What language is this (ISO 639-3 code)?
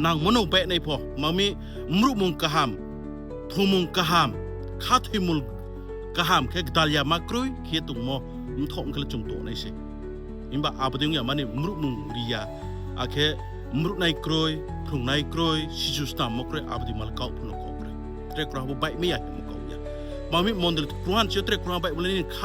ria